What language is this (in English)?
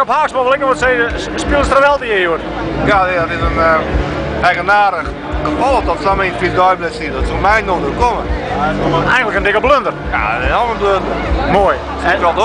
Western Frisian